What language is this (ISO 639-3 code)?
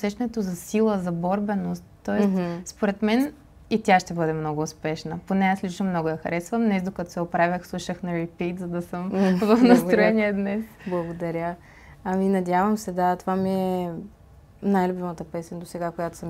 bul